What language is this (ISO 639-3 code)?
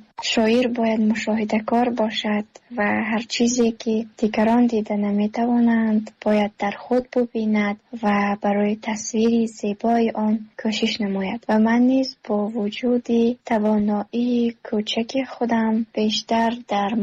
tgk